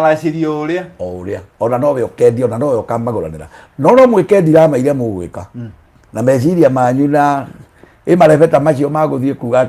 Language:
Kikuyu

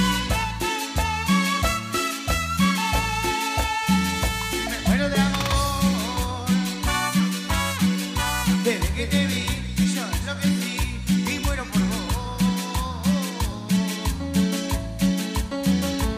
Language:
Spanish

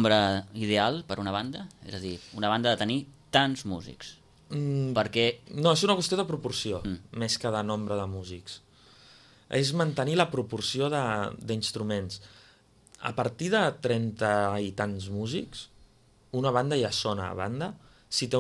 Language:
Catalan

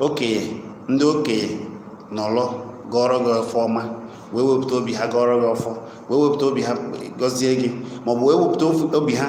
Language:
Igbo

